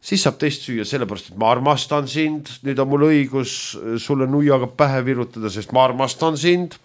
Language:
Estonian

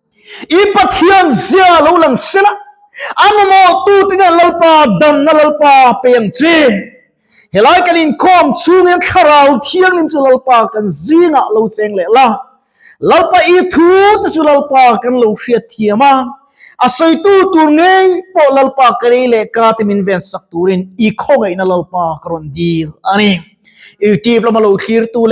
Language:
Mizo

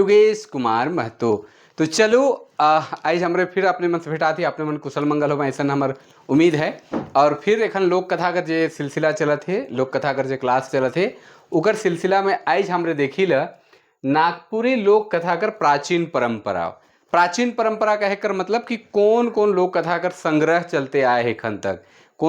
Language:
Sadri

